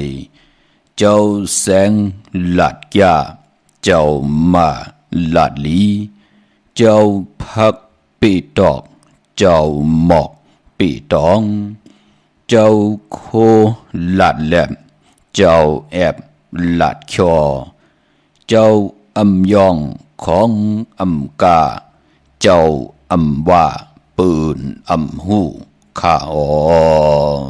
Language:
Shan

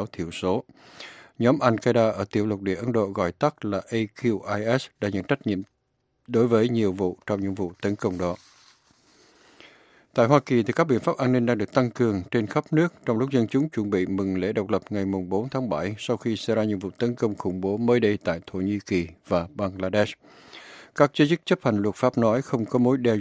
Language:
Vietnamese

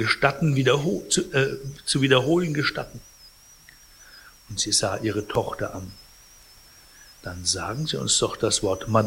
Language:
German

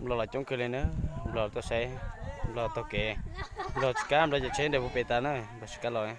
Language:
Hmong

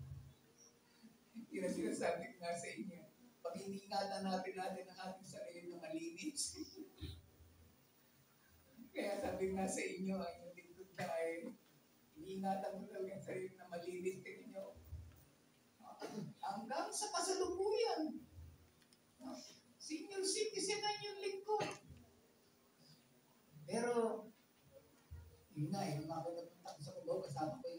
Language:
Filipino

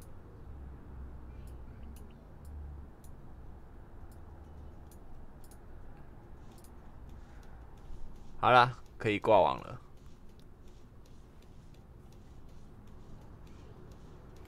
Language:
Chinese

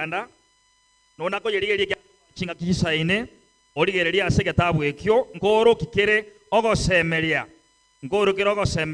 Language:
Gusii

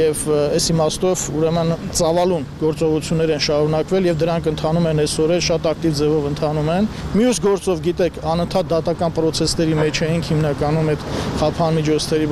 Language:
Armenian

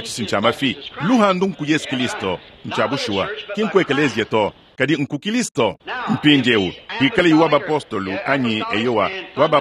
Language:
Luba-Lulua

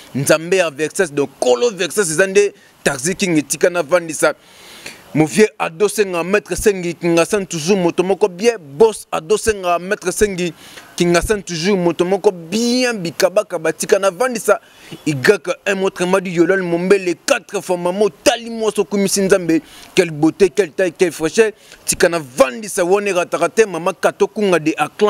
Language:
Lingala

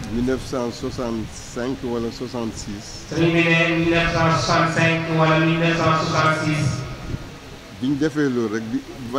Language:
Wolof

